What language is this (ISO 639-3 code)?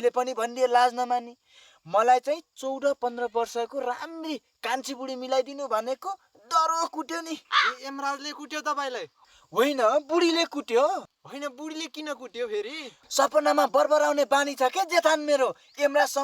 nep